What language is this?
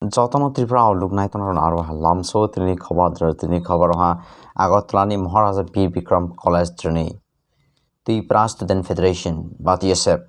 Kok Borok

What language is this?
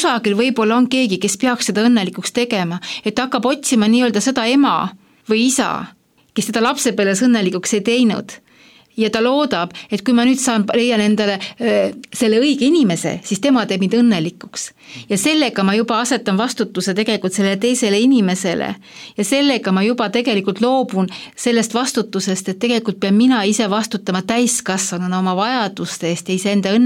Estonian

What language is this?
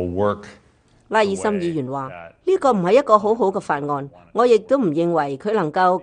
Cantonese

